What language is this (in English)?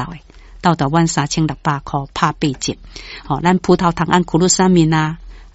Min Nan Chinese